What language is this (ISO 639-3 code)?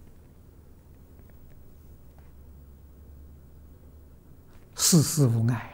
zho